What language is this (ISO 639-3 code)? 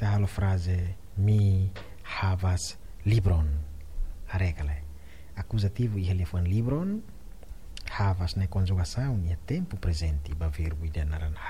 tet